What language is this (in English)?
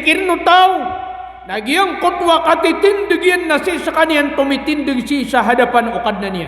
Maranao